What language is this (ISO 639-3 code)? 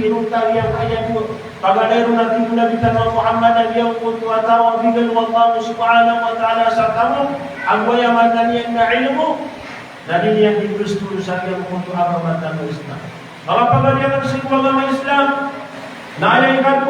mrw